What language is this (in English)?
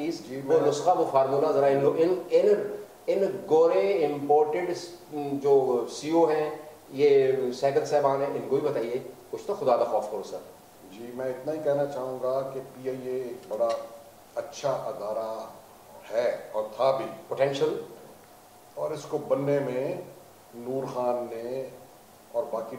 Urdu